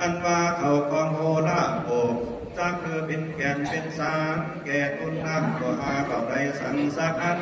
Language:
Lü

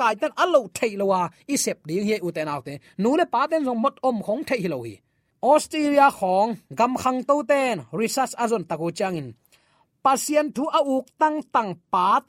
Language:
Tedim Chin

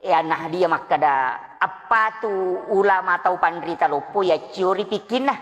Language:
Buginese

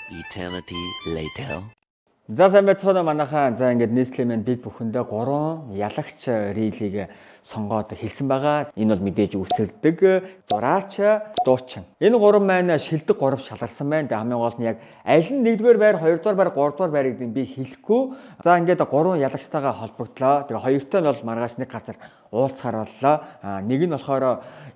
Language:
Mongolian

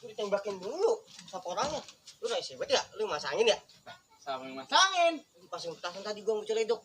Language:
Betawi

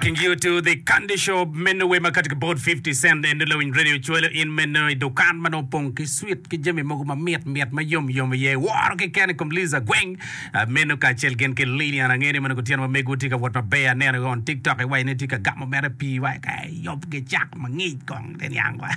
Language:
Acoli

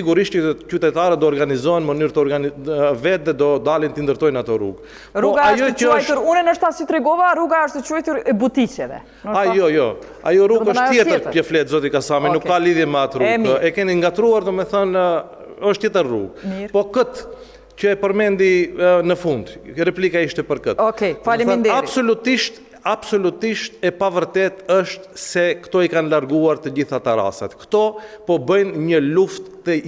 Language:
Albanian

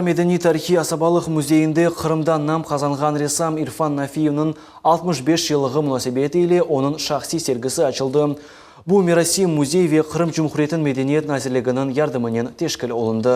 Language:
Crimean Tatar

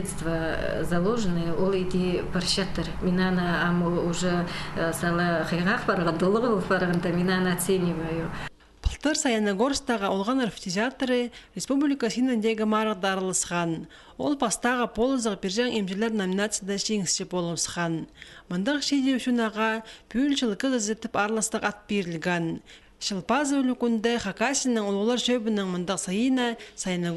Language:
Khakas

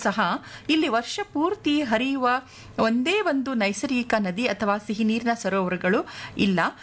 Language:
Kannada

